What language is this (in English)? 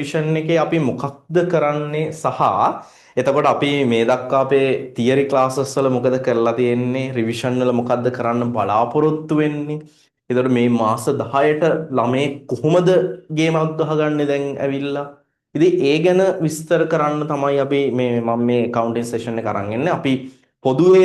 Sinhala